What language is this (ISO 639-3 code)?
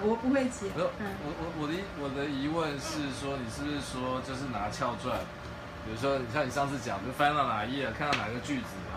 zho